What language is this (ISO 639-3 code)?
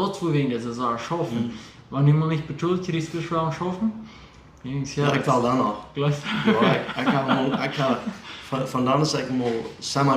pdt